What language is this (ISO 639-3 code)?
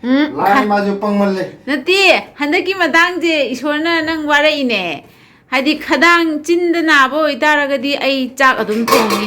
mni